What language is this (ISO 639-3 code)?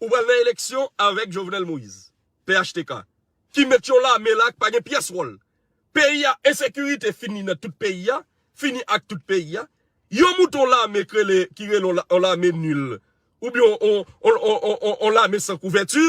hat